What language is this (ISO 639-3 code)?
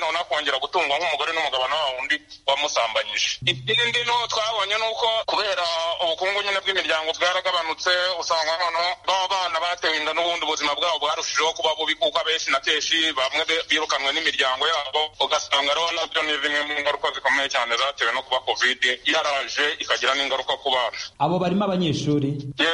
kin